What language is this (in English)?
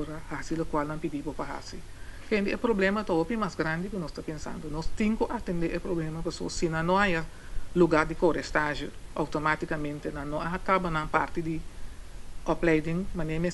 Papiamento